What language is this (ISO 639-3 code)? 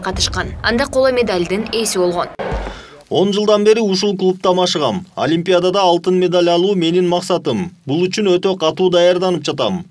kir